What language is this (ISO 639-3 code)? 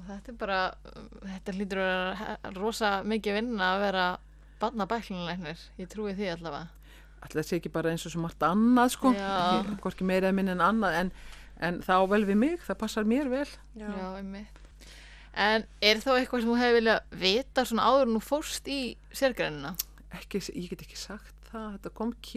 isl